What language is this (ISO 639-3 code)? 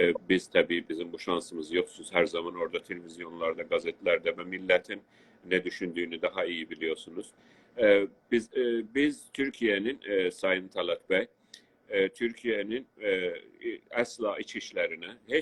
azb